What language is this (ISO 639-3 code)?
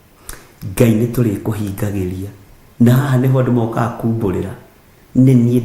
kik